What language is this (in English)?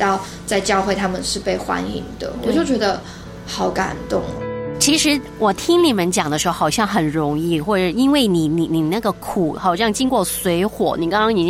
Chinese